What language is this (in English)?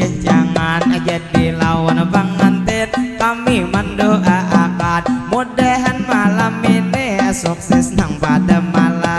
Banjar